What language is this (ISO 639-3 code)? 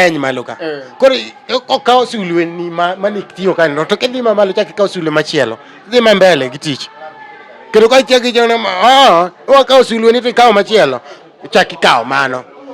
luo